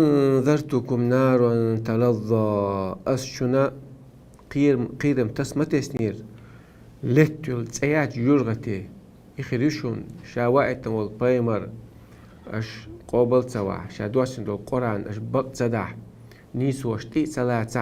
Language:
Chechen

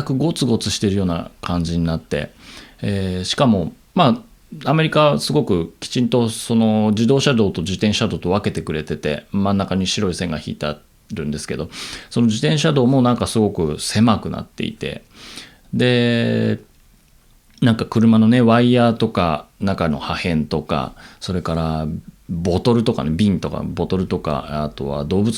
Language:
Japanese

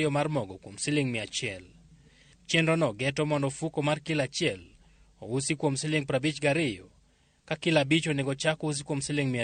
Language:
Luo (Kenya and Tanzania)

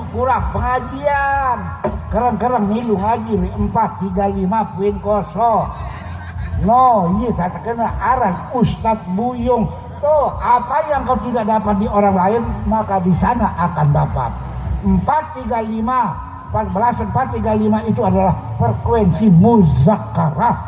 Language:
Sasak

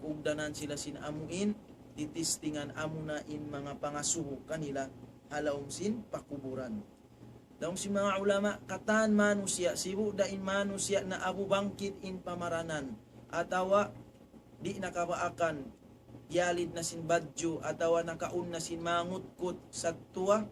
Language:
Tausug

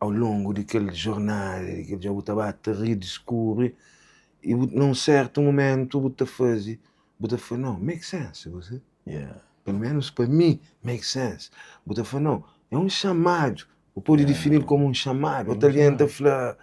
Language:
Kabuverdianu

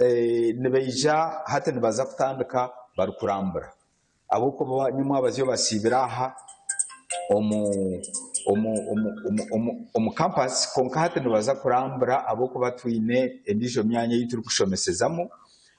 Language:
Nyankole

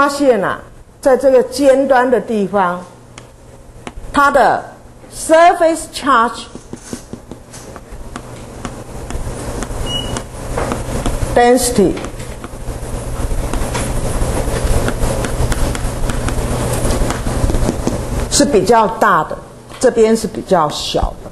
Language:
Chinese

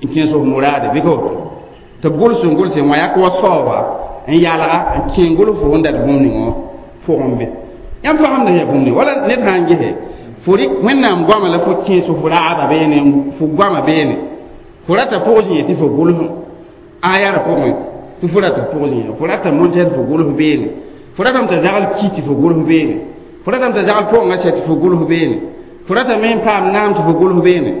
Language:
Mossi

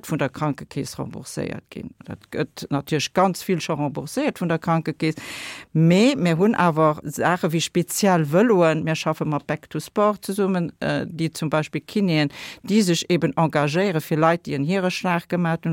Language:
Luxembourgish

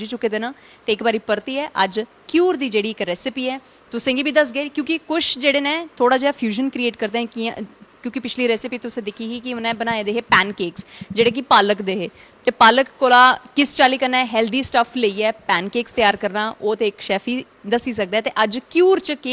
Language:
Dogri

